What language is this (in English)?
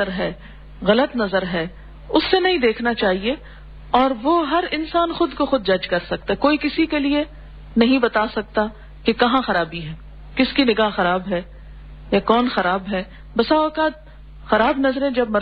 Urdu